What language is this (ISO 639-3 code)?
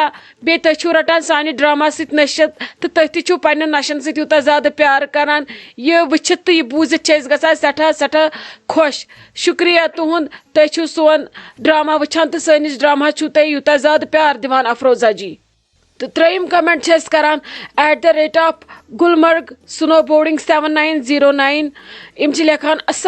kas